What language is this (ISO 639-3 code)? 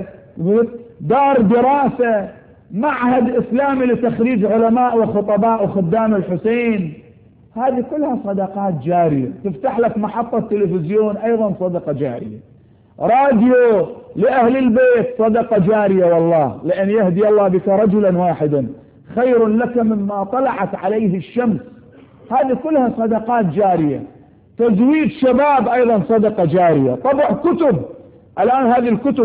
ara